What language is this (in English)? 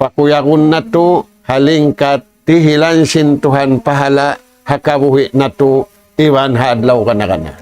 Tausug